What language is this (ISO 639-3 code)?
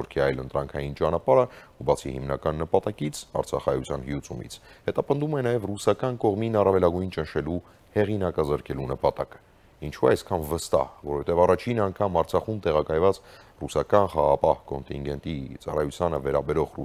hye